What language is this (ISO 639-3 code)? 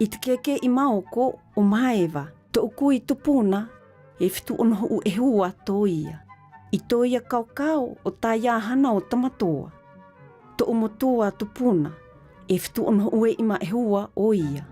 mqm